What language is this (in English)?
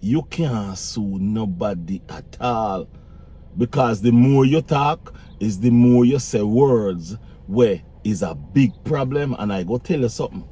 Jamaican Creole English